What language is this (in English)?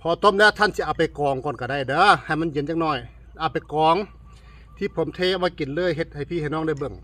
Northeastern Thai